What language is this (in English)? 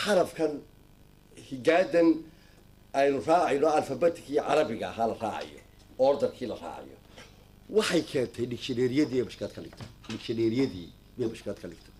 Somali